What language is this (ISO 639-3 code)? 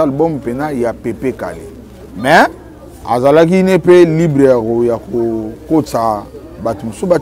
lin